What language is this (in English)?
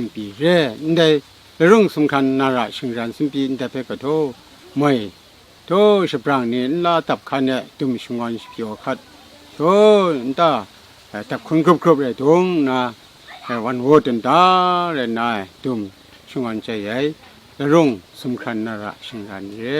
Kachin